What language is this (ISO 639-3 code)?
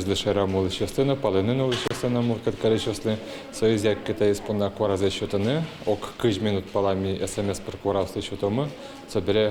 udm